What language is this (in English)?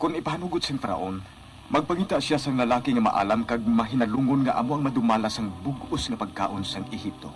Hiligaynon